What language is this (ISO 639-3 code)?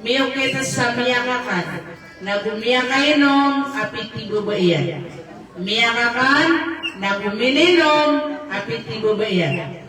mrw